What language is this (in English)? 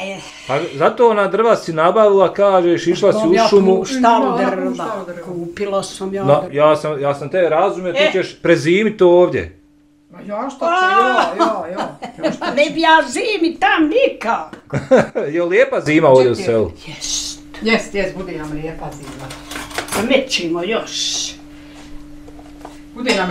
Bosnian